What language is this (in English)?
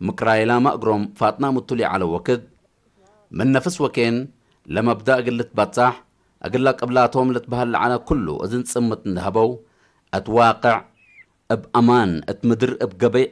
Tigre